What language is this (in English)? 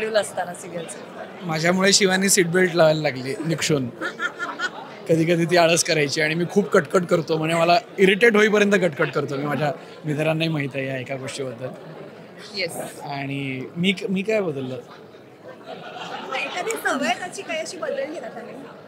Marathi